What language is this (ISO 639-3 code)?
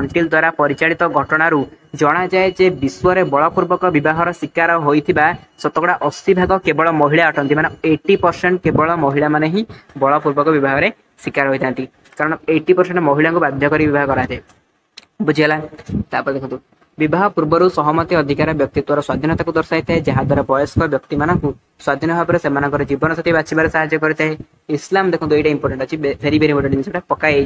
ori